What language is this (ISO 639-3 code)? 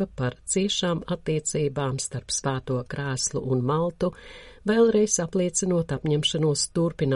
lav